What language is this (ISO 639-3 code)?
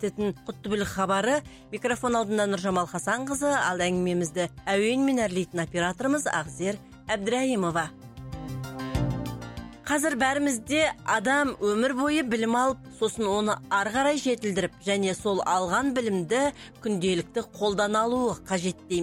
kaz